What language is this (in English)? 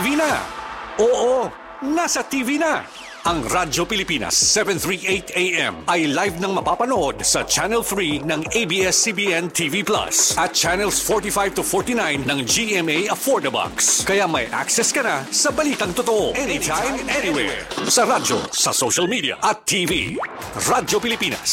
Filipino